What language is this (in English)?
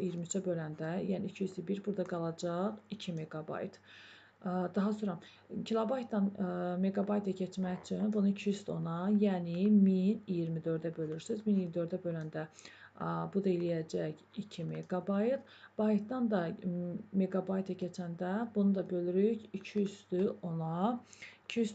Azerbaijani